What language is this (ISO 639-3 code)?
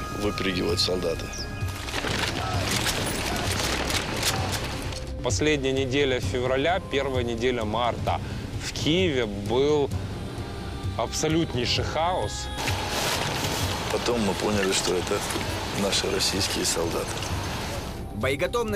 rus